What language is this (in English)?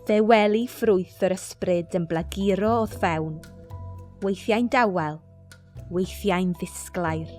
Welsh